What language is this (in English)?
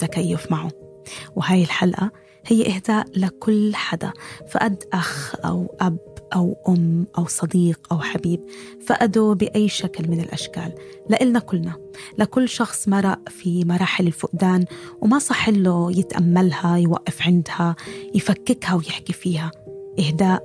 North Levantine Arabic